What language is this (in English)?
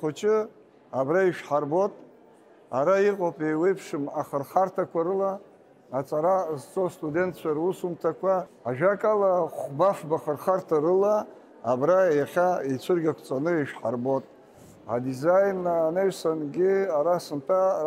Abkhazian